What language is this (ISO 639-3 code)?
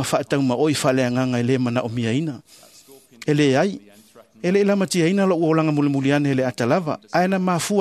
smo